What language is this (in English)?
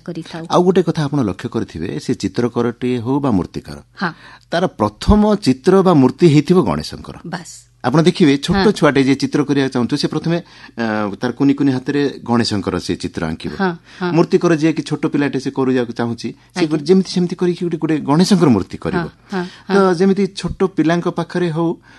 Odia